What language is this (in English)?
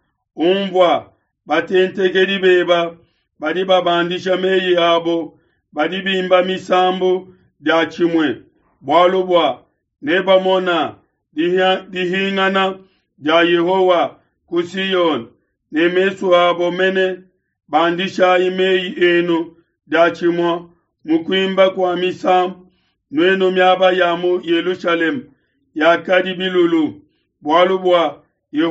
Luba-Lulua